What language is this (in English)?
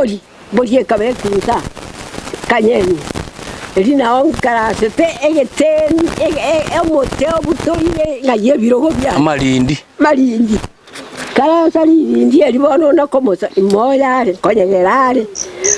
Gusii